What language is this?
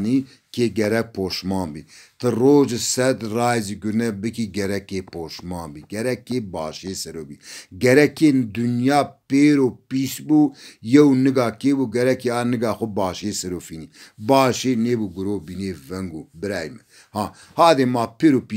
Zaza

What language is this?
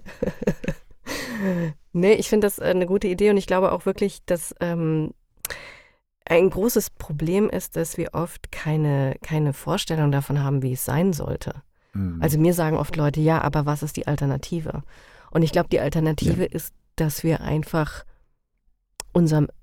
German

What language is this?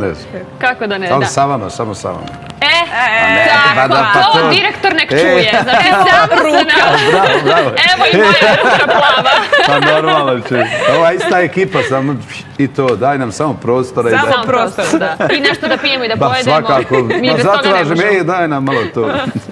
Bosnian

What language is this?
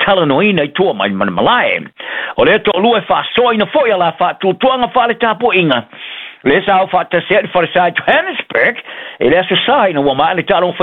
Samoan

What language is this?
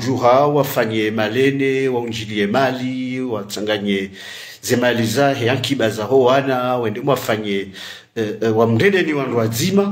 Ngazidja Comorian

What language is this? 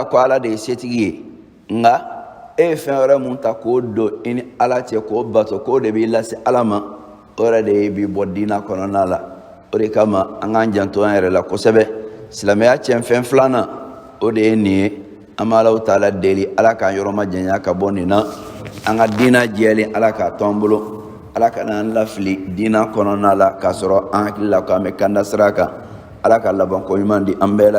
Bambara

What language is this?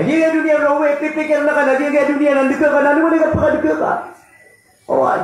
Maranao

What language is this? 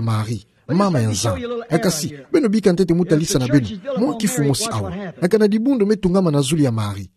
Kituba (Democratic Republic of Congo)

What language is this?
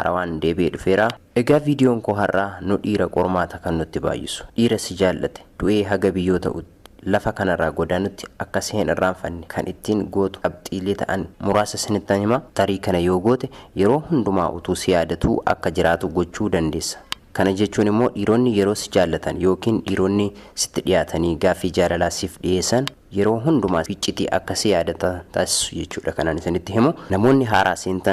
Oromo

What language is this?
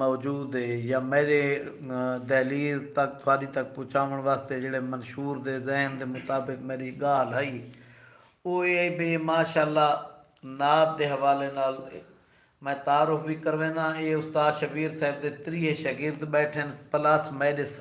Saraiki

